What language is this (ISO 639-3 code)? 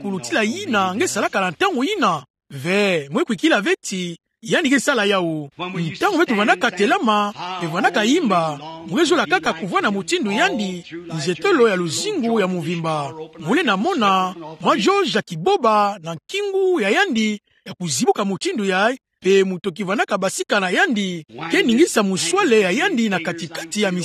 ktu